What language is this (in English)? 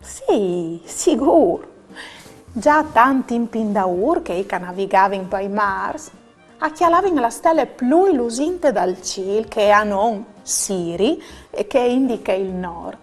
Friulian